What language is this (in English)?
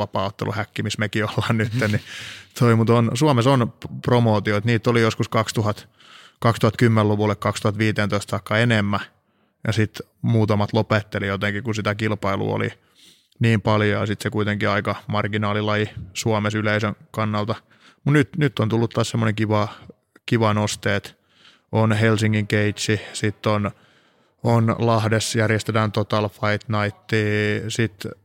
Finnish